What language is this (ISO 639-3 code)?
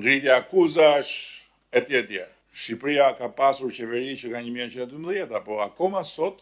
sqi